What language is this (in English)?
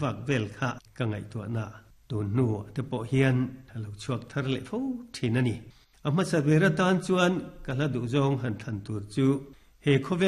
Mizo